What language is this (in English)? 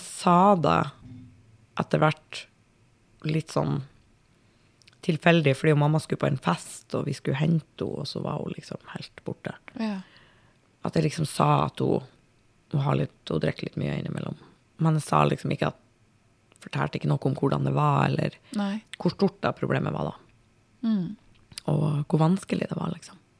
Norwegian